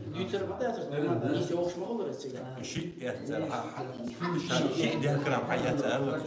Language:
Chechen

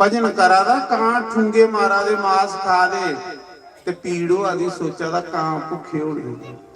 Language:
Dogri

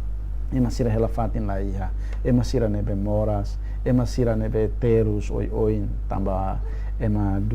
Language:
Tetum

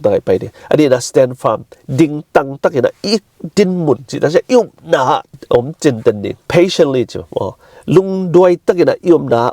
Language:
Tedim Chin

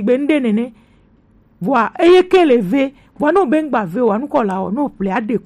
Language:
Gen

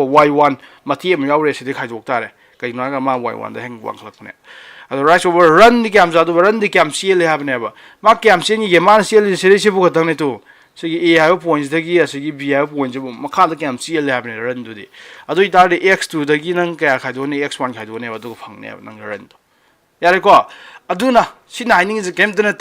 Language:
Manipuri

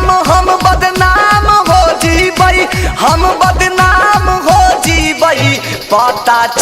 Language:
Magahi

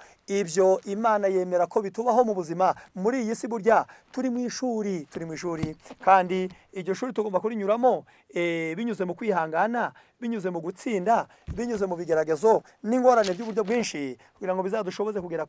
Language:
Kinyarwanda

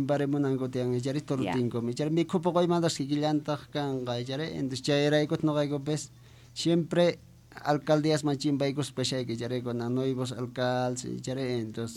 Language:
Quechua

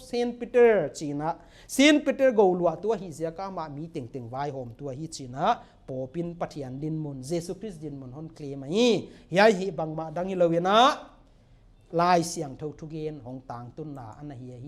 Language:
Paite Chin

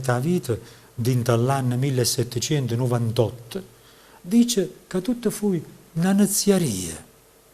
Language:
Neapolitan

